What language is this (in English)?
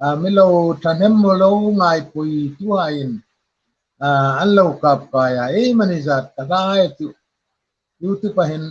Hmar